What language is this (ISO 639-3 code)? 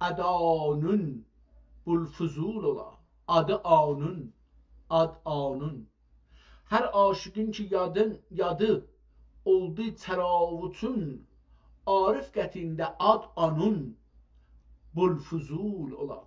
azb